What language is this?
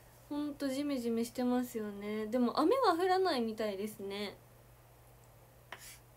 Japanese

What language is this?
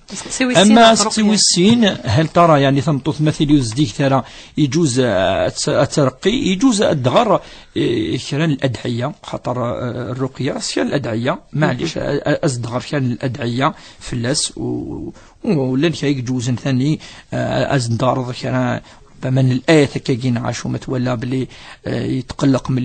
Kabyle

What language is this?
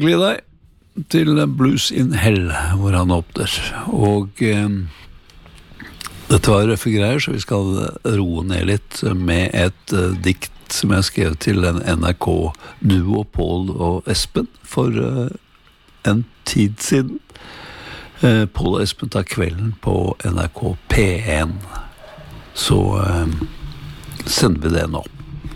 Norwegian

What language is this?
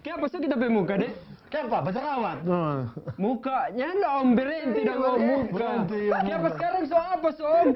Manado Malay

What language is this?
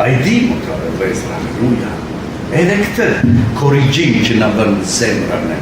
Albanian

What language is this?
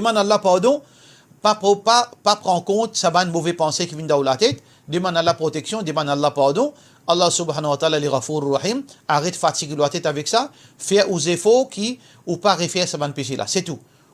Morisyen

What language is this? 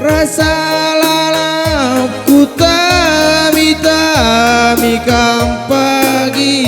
Batak Karo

